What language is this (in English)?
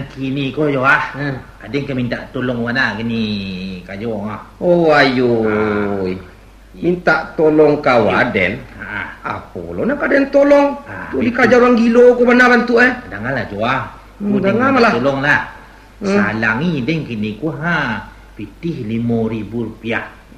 Minangkabau